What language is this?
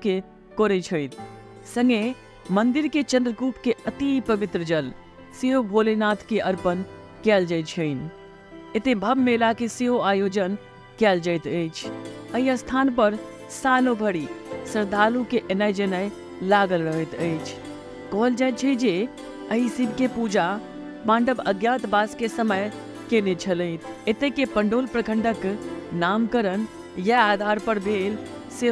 Maithili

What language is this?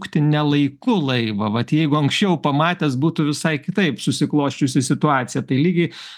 Lithuanian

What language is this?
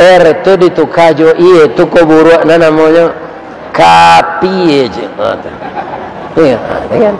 Minangkabau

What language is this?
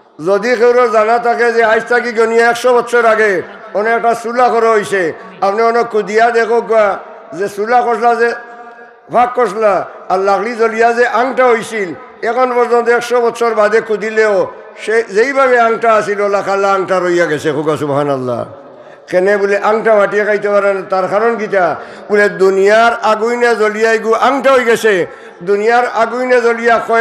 Sylheti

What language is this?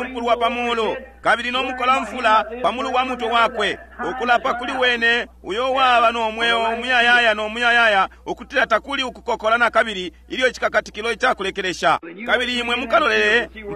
Bemba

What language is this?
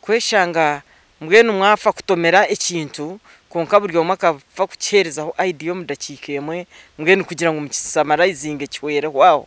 Nyankole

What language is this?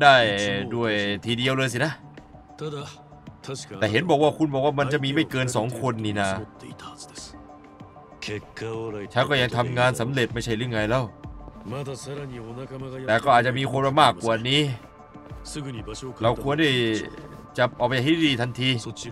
Thai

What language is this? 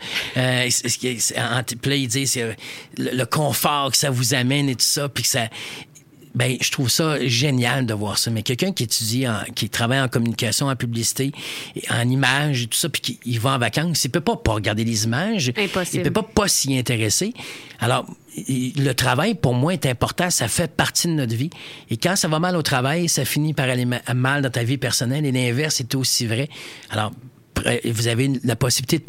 French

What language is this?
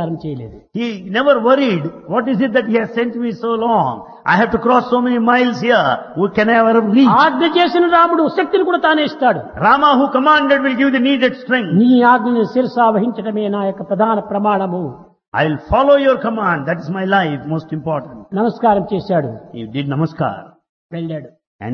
Telugu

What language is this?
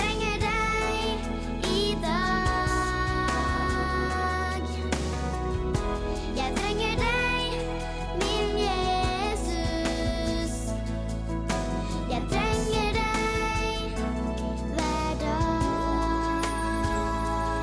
Norwegian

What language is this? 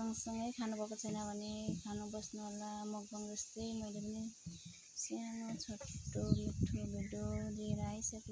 Nepali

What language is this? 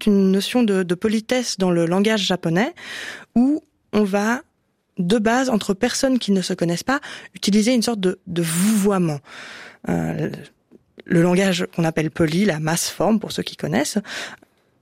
French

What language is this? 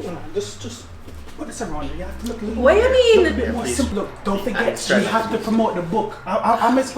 Jamaican Creole English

